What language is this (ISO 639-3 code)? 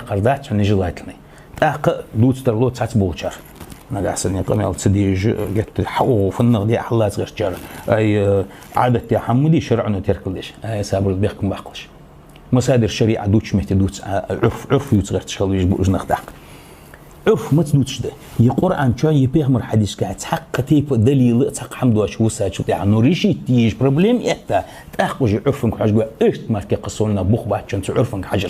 inh